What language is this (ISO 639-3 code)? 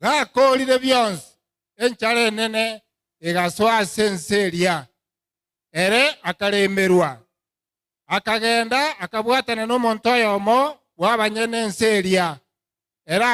guz